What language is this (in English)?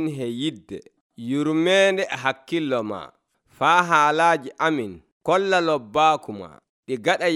Nigerian Fulfulde